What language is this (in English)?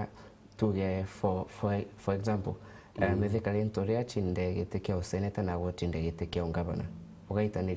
Meru